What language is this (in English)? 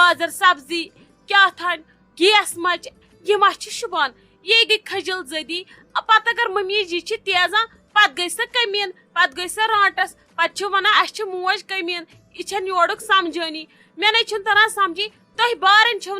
Kashmiri